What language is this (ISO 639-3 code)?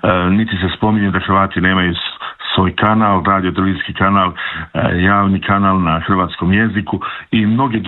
hrv